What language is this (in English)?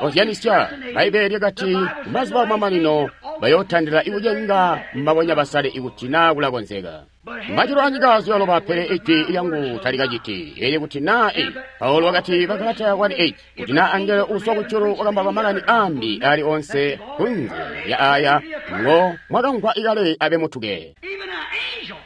Tonga (Zambia)